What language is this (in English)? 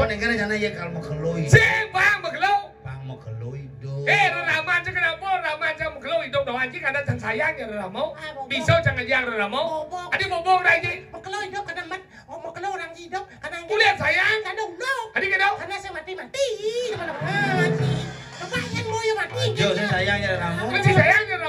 Balinese